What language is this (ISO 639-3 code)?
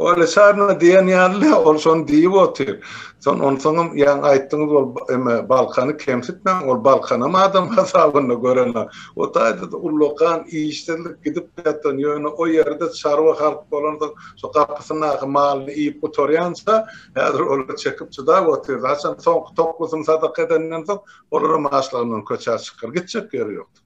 tuk